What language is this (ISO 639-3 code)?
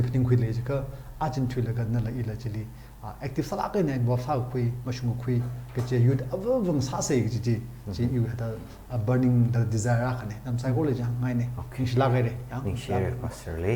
nmf